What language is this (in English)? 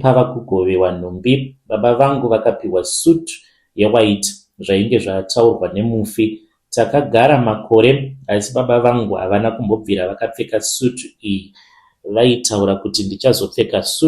Shona